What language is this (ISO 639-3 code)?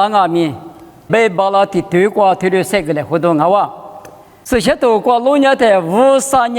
lis